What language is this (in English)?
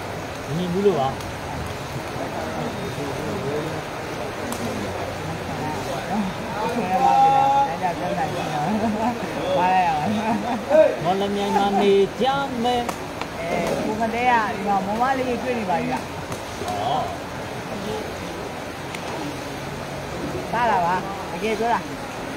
Burmese